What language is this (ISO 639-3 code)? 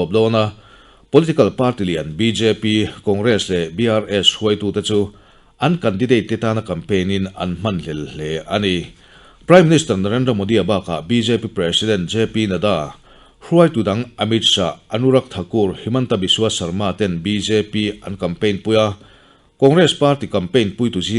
lus